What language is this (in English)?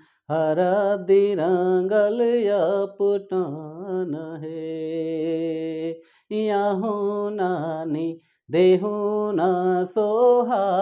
Sadri